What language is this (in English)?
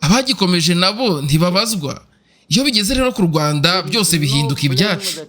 Kinyarwanda